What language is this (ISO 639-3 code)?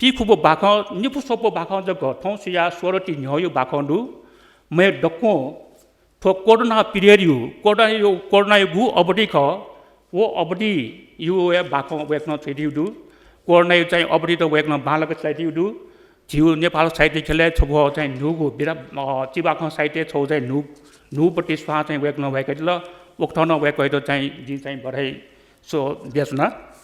new